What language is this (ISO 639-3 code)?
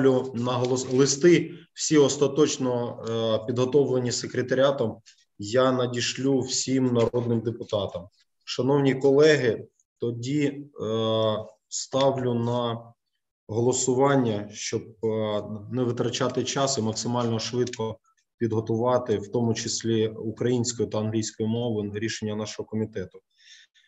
ukr